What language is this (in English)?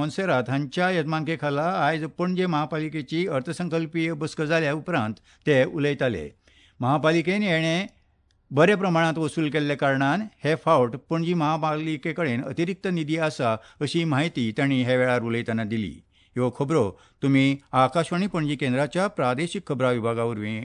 Konkani